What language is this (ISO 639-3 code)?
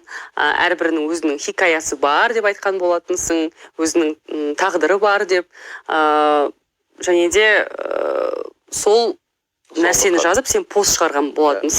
kaz